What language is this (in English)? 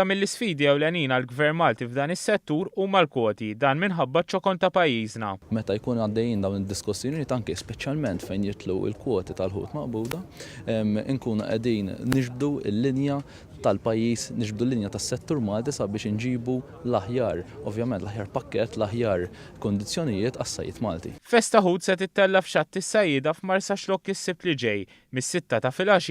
Maltese